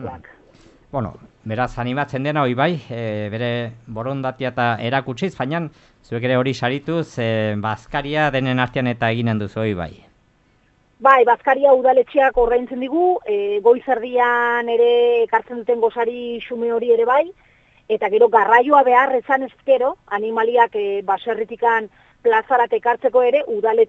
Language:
Basque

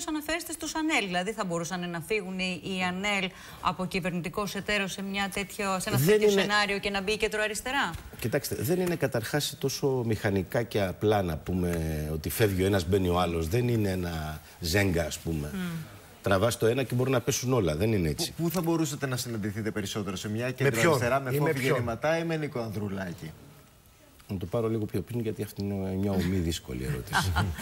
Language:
Greek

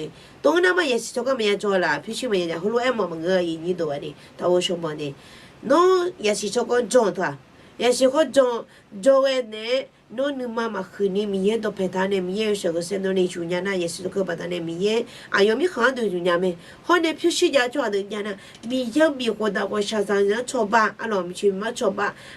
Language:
Akha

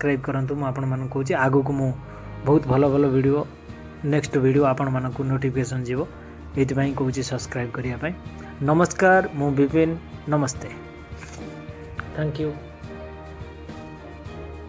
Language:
Odia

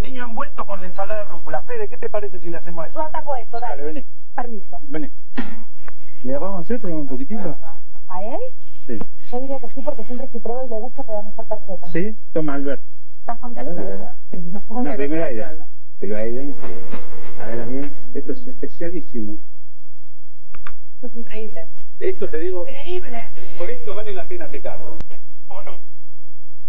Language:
Spanish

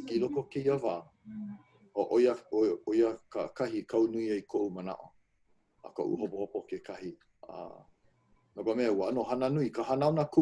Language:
Hawaiian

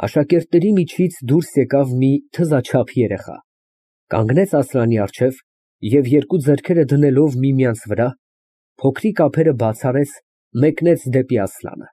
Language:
Armenian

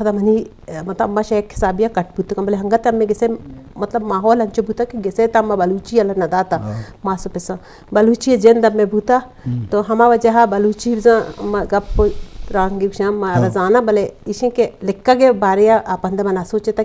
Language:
Eastern Balochi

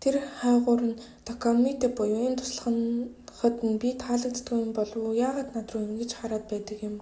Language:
Mongolian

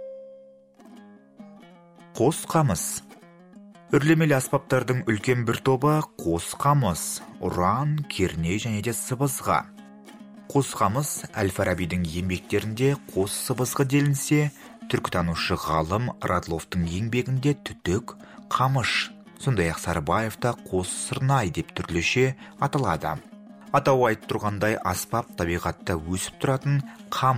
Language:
Kazakh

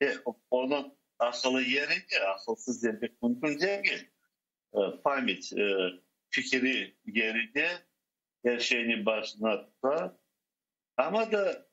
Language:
Crimean Tatar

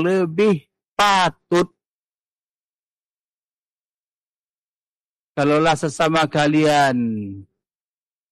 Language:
Malay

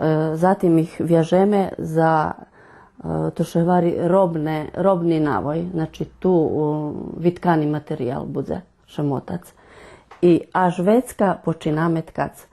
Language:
Rusyn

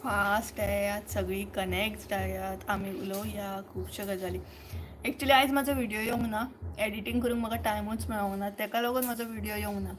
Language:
Konkani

